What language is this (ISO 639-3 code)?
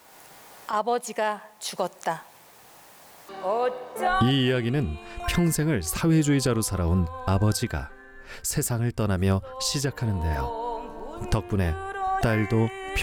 kor